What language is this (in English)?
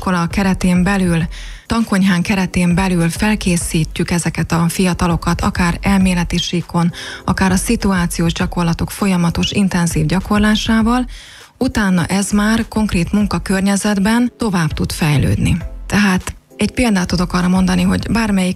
Hungarian